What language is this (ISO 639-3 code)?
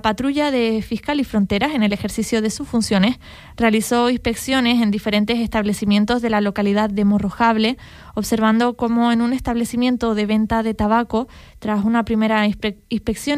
spa